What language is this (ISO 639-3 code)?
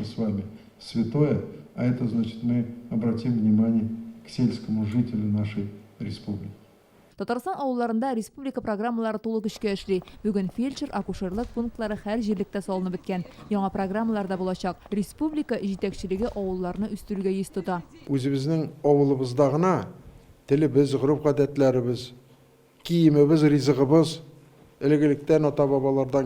tat